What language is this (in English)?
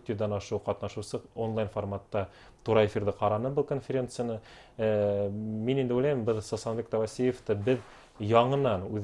Bashkir